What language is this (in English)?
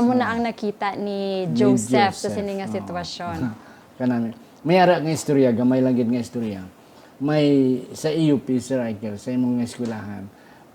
Hiligaynon